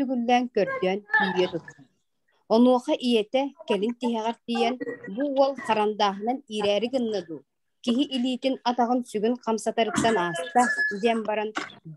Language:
Yakut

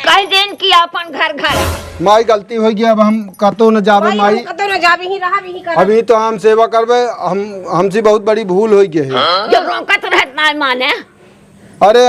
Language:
Awadhi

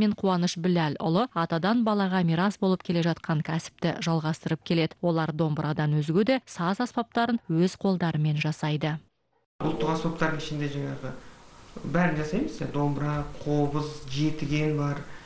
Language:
Kazakh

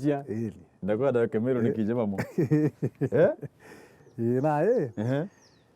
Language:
Meru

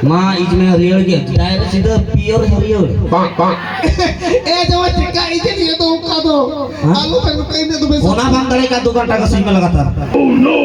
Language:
Santali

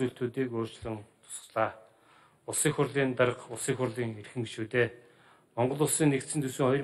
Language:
Mongolian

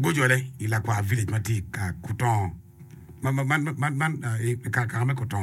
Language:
Acoli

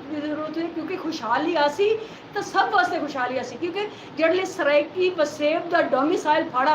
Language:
Saraiki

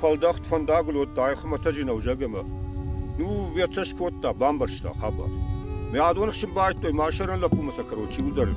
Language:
Ossetic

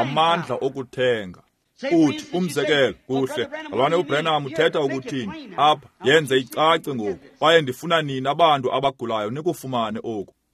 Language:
Xhosa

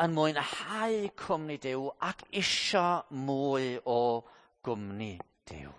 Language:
Welsh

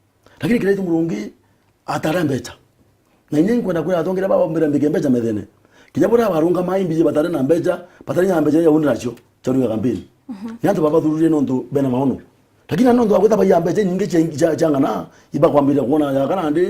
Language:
Meru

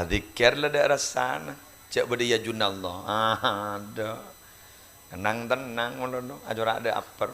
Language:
Madurese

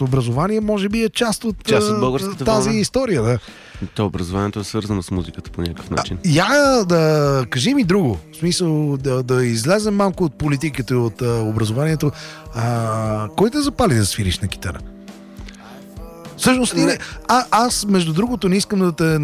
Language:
Bulgarian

